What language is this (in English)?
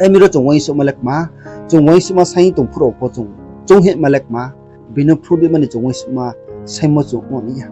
Riang (India)